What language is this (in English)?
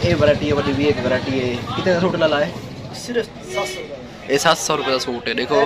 Saraiki